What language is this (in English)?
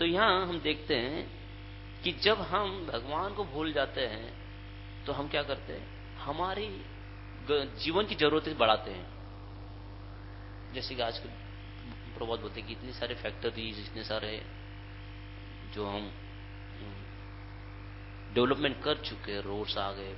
Hindi